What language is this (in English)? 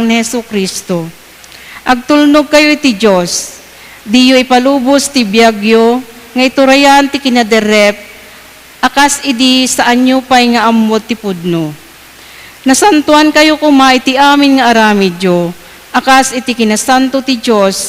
Iloko